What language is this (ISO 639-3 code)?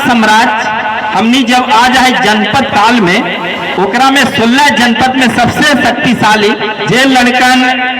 mag